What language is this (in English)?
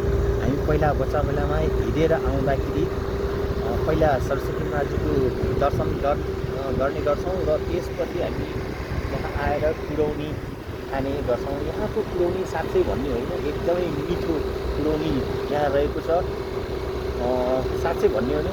Nepali